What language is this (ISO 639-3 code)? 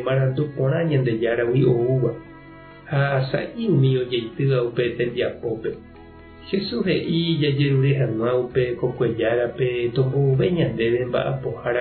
grn